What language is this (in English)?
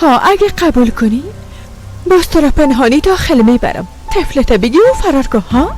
Persian